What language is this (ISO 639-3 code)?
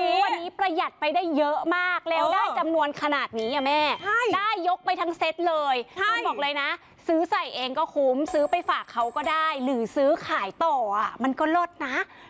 tha